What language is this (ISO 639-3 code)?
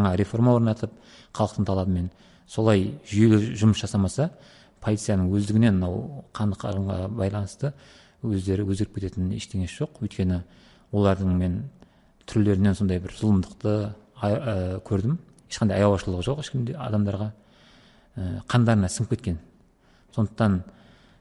kaz